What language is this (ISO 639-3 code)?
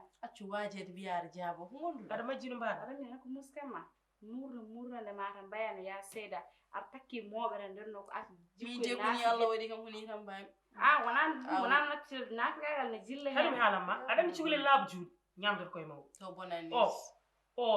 ful